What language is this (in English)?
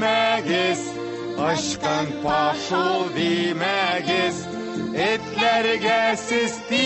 Tatar